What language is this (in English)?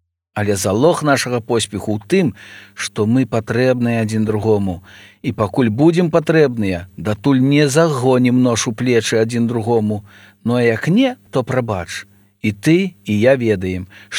Belarusian